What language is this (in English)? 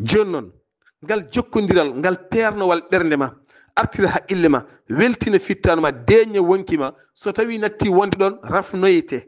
Fula